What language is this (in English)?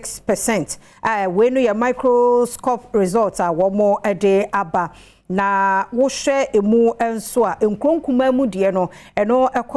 Akan